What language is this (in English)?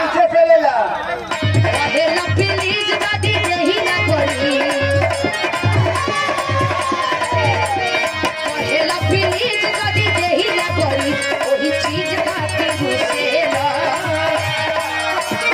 Bhojpuri